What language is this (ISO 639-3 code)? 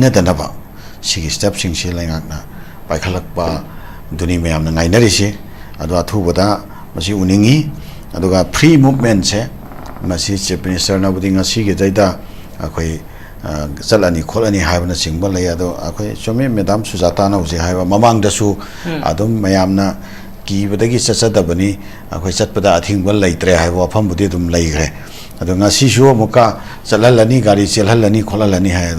mni